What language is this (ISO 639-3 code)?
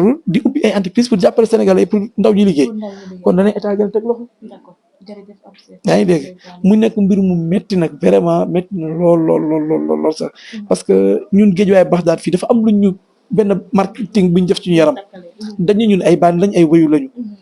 wol